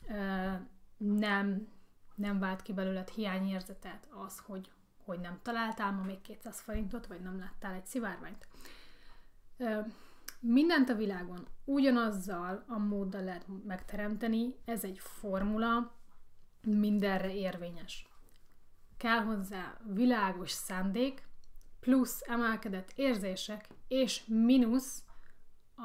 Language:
Hungarian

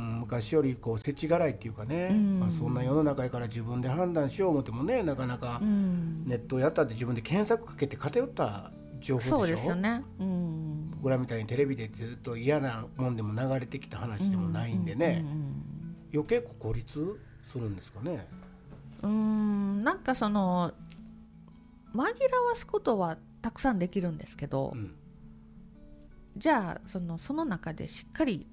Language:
Japanese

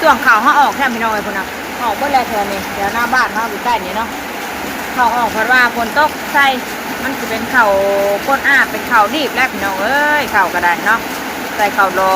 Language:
Northeastern Thai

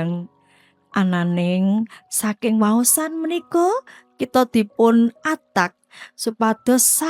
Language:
Javanese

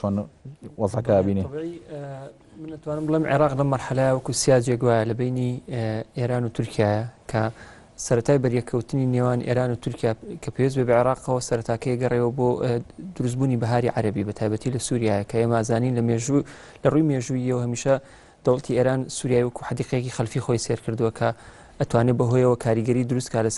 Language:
Central Kurdish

